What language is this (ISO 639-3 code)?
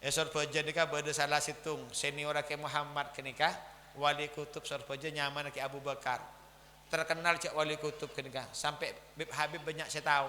mad